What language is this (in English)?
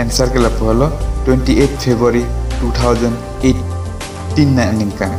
Karbi